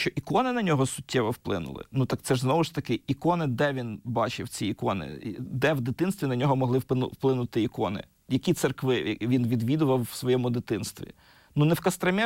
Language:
Ukrainian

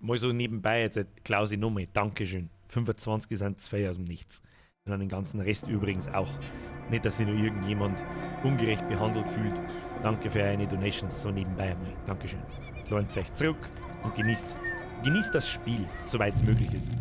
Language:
Bavarian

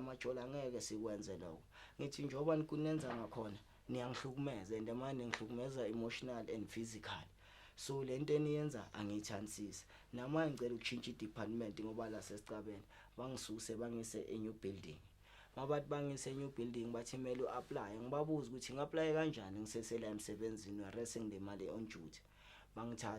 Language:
Zulu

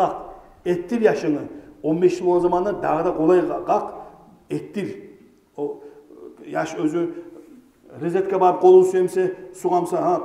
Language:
Kumyk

